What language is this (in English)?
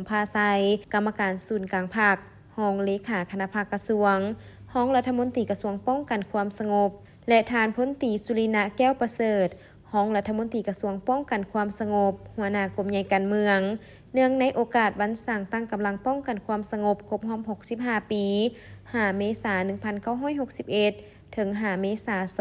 Lao